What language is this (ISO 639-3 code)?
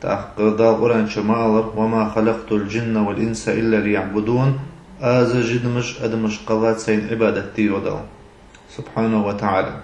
inh